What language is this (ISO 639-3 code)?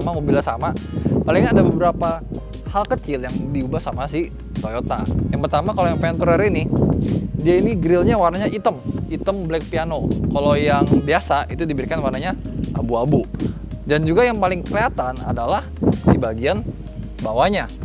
ind